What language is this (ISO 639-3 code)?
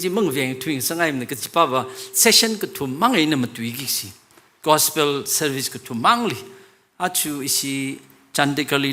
nmf